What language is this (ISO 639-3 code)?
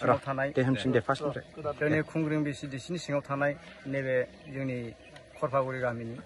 brx